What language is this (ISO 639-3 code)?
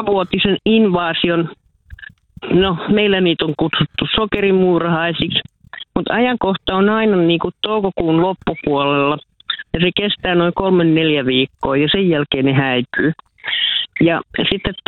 fin